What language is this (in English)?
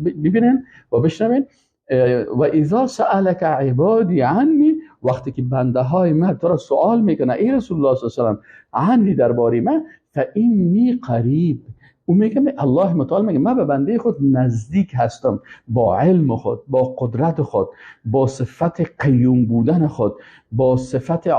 Persian